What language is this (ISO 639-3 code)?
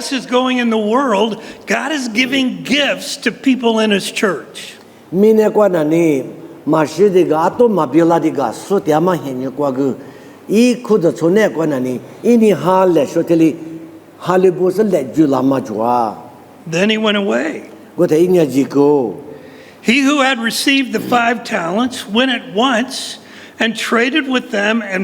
lis